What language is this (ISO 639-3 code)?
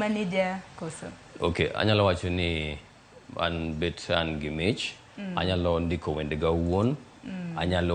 luo